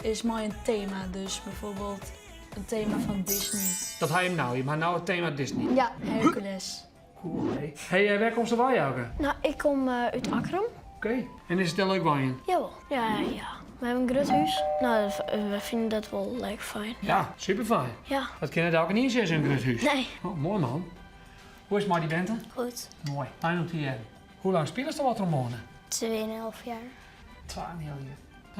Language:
Western Frisian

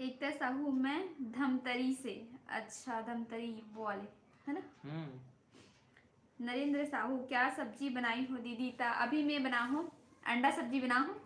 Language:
Chhattisgarhi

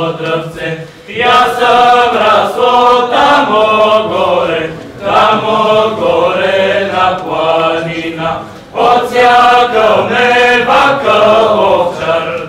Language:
Bulgarian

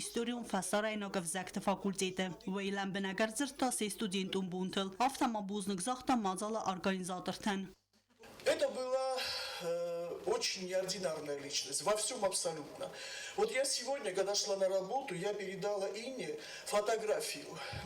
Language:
Ossetic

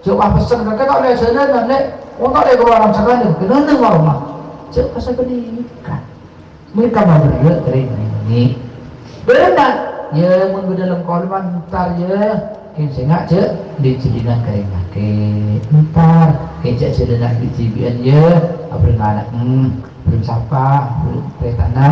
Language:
Madurese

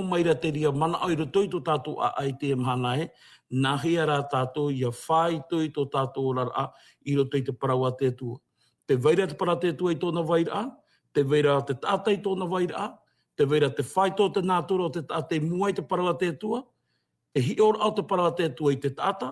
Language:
Tahitian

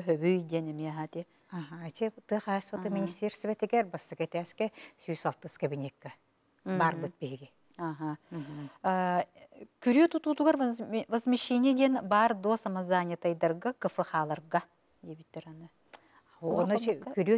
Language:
Yakut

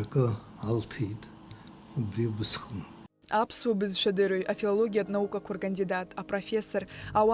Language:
Abkhazian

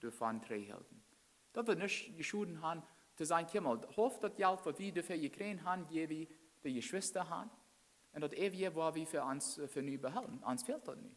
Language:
Plautdietsch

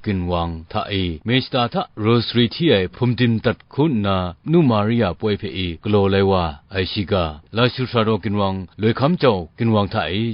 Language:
Kachin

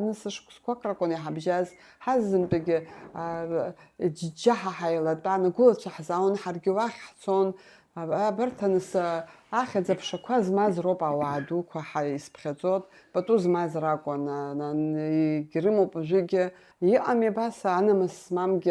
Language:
Abkhazian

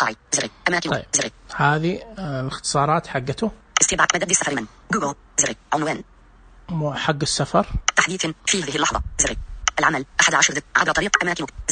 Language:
Najdi Arabic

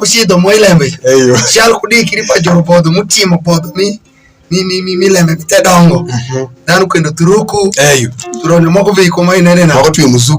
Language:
Alur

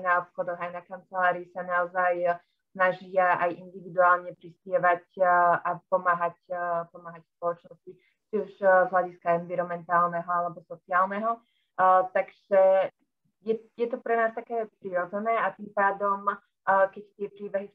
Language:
Slovak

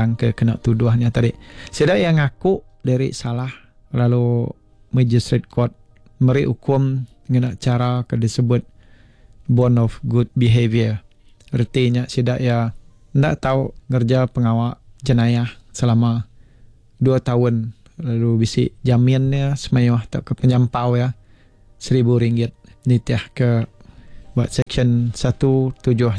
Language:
Iban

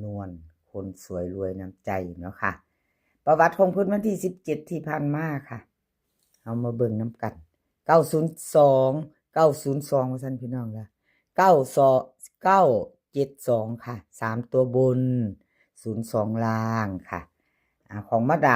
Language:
Northeastern Thai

